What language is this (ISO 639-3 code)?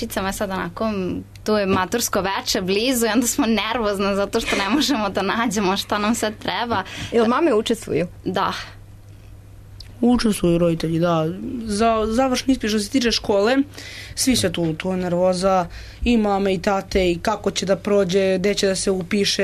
srp